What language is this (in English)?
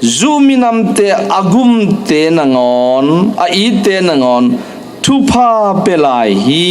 Tedim Chin